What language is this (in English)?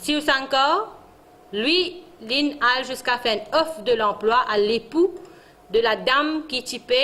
Morisyen